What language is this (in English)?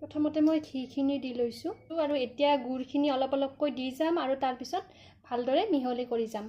Assamese